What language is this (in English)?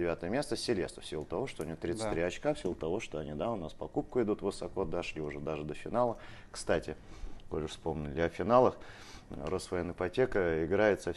Russian